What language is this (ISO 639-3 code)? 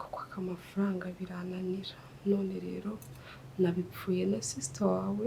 kin